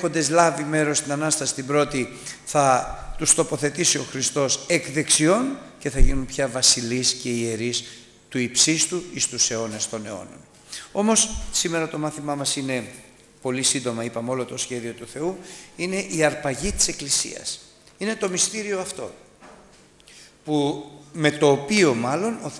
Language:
Greek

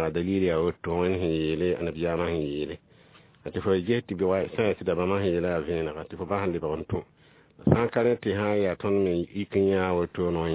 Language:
Mossi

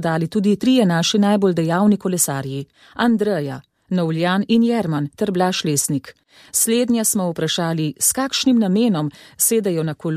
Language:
Slovenian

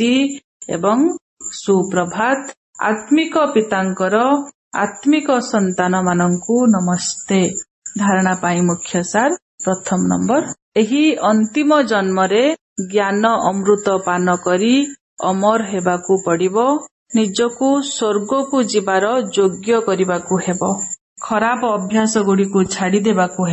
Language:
Odia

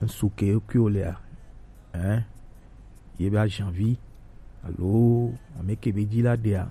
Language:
Gen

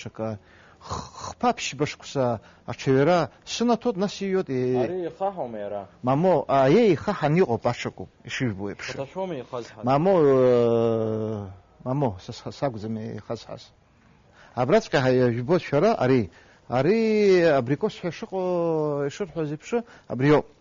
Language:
Abkhazian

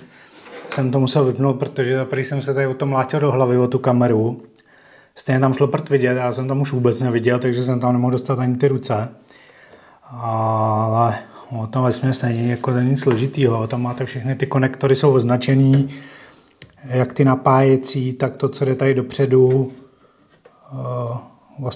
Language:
Czech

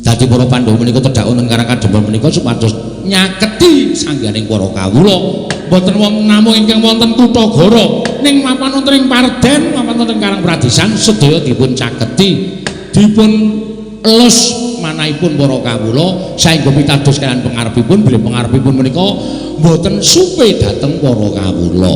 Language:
Javanese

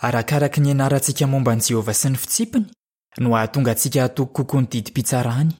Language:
Malagasy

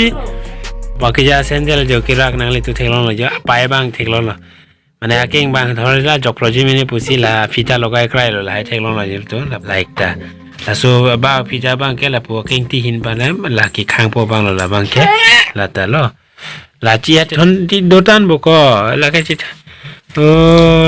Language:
Karbi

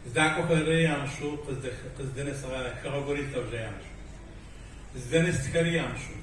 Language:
Adyghe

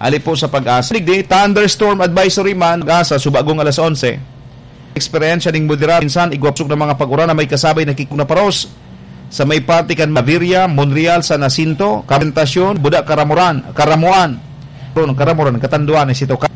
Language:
Bikol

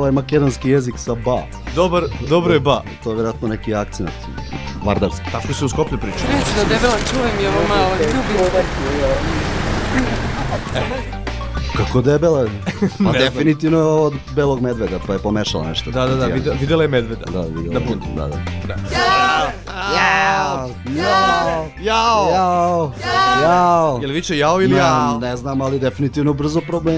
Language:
Serbian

